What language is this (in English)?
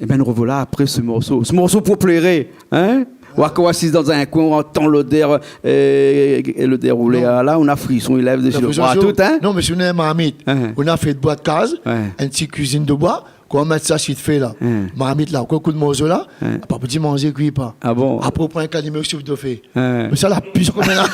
Réunion Creole French